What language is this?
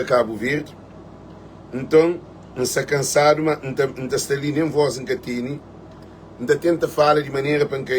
Kabuverdianu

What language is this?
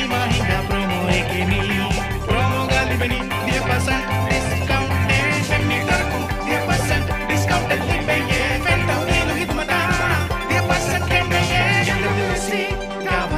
Divehi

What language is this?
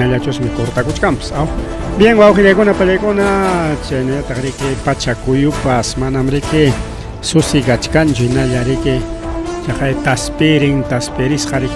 Ayacucho Quechua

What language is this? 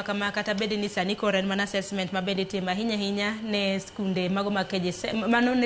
Luo (Kenya and Tanzania)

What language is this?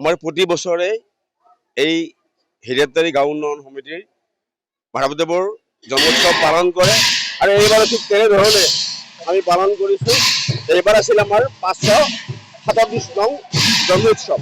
Assamese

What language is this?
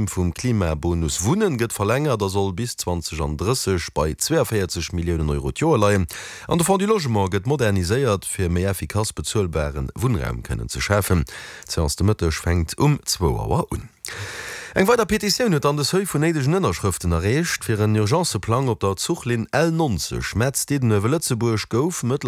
Luxembourgish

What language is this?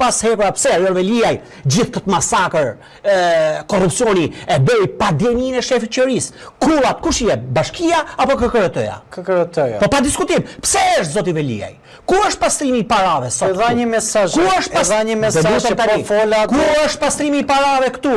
Albanian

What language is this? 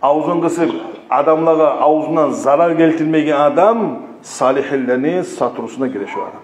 Kumyk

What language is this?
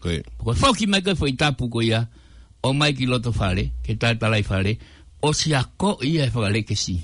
Tongan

